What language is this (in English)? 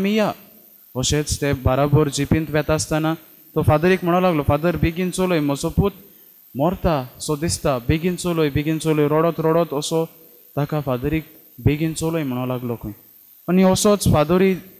Konkani